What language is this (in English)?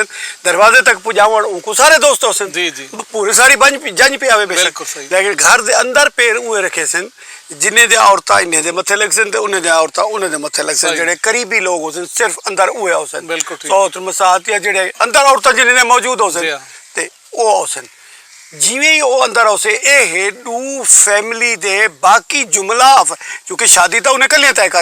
Saraiki